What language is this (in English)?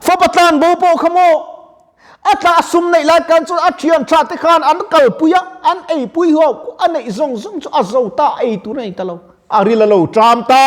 Mizo